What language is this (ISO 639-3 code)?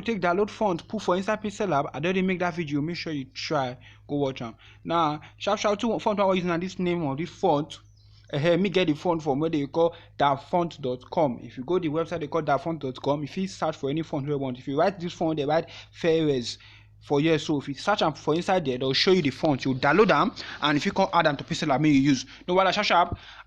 pcm